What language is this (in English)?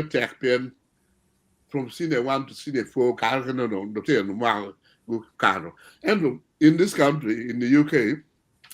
Acoli